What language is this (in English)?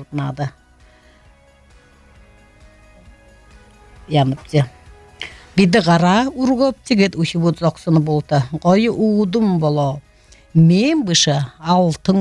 Buriat